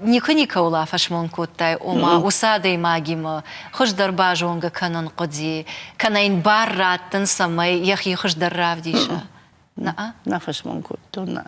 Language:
Ossetic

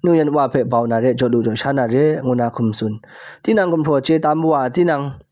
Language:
Kachin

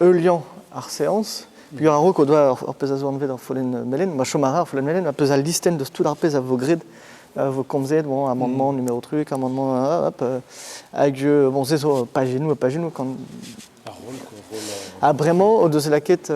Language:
Breton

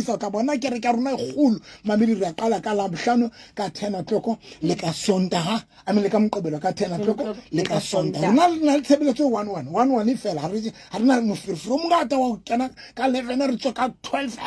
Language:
Southern Sotho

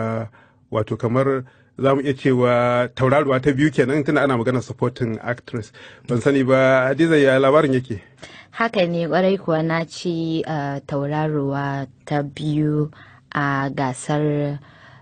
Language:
Hausa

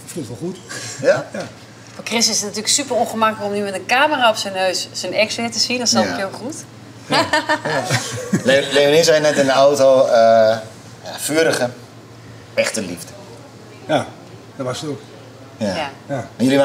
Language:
Dutch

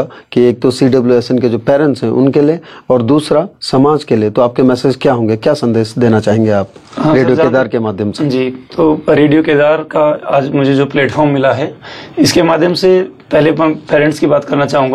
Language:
Hindi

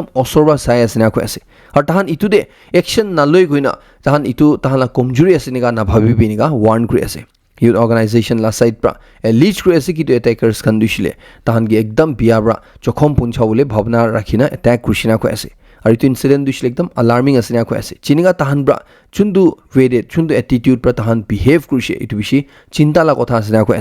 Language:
Naga Pidgin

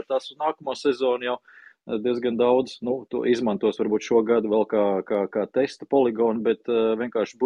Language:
Latvian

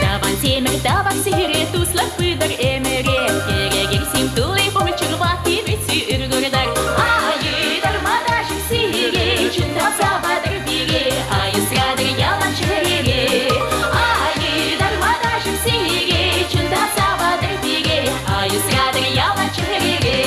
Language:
Chuvash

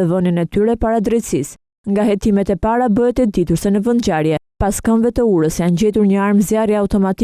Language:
Albanian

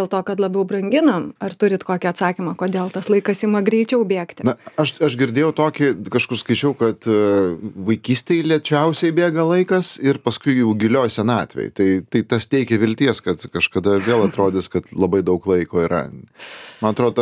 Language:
Lithuanian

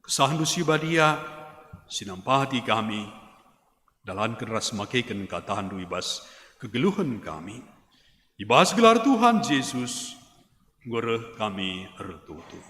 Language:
Batak Karo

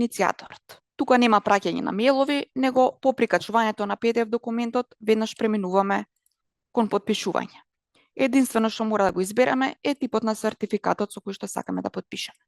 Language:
Macedonian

